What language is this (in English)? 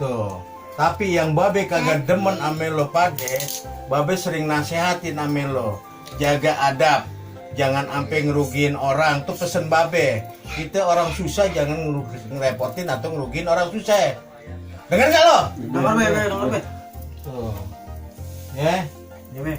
Betawi